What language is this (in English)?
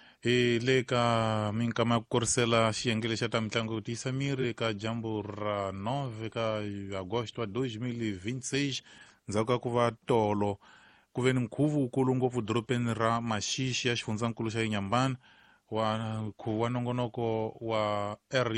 Tsonga